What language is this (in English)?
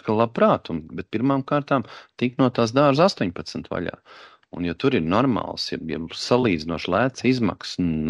Latvian